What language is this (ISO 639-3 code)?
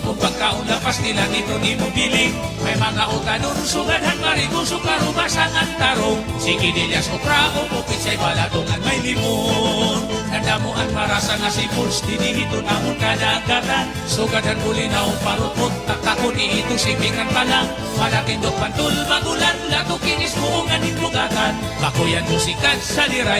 war